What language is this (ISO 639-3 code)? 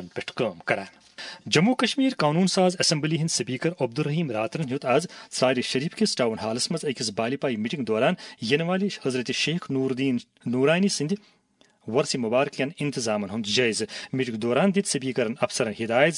kas